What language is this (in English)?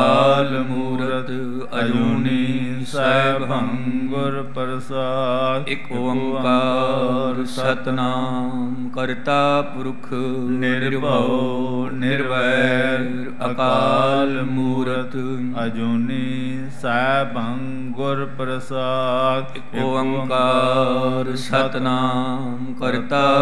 Punjabi